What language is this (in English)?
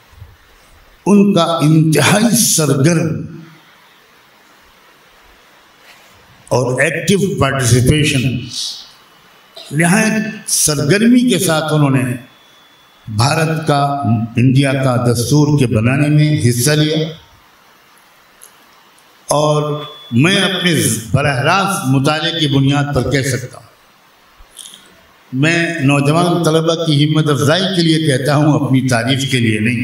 Urdu